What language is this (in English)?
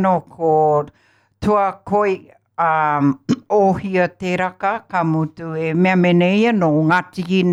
Māori